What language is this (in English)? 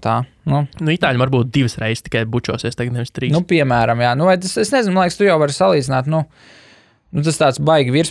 Latvian